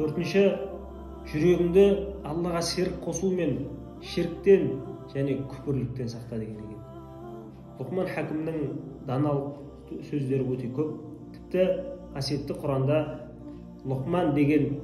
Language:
Kazakh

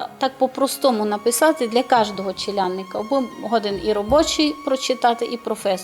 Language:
Rusyn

